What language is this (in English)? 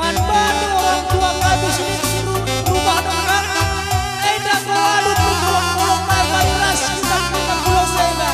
Batak Karo